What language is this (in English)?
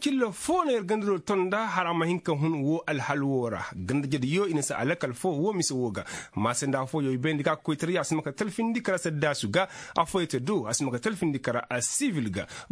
Koyraboro Senni